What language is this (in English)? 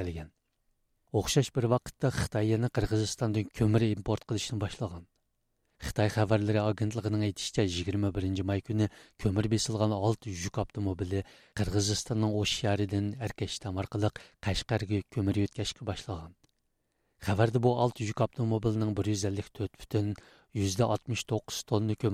Uyghur